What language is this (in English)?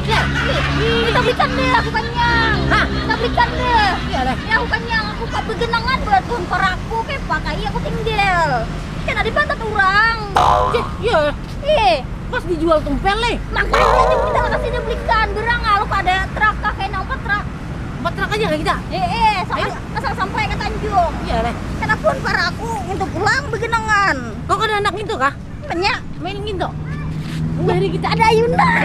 Banjar